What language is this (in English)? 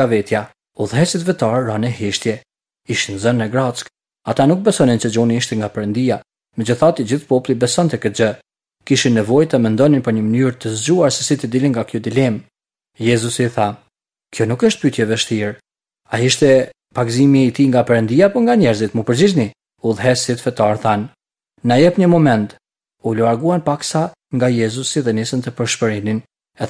Albanian